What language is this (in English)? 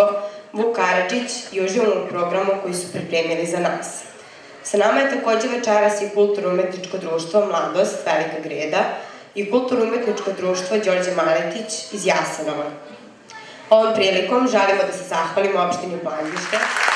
Serbian